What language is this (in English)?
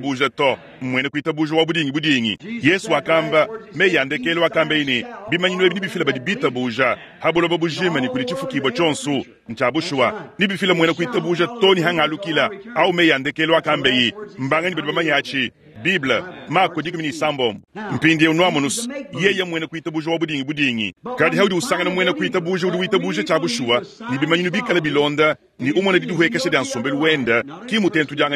Luba-Lulua